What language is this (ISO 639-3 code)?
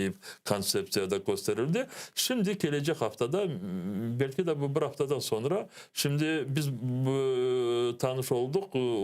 crh